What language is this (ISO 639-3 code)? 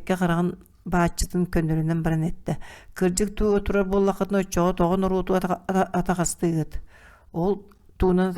sah